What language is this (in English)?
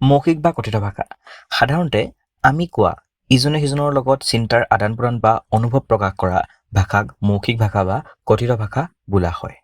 Assamese